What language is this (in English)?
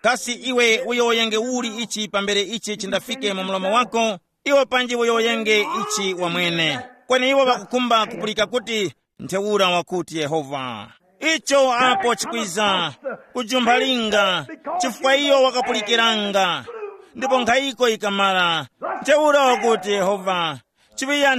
Tumbuka